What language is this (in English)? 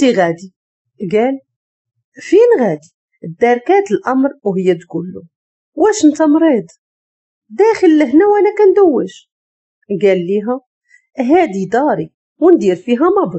Moroccan Arabic